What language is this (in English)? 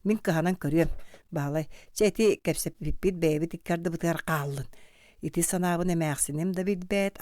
Yakut